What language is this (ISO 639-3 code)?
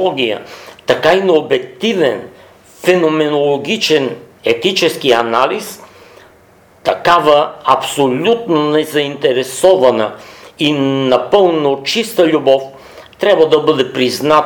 bul